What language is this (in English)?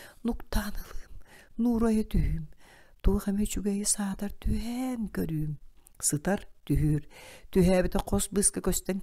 Yakut